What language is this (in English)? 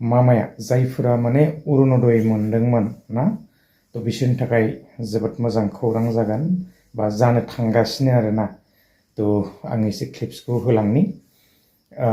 Bodo